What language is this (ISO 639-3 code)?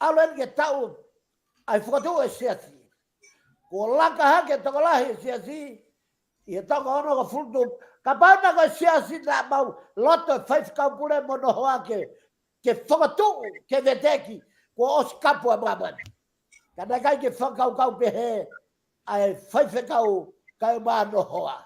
ton